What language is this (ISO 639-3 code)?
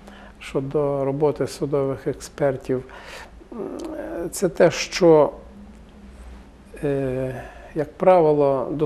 ukr